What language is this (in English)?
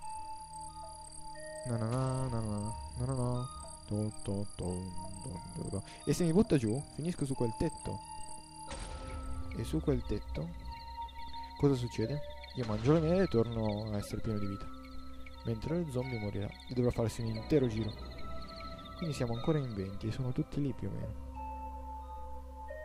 Italian